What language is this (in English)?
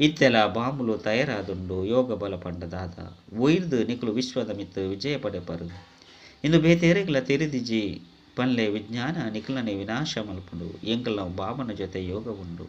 Tulu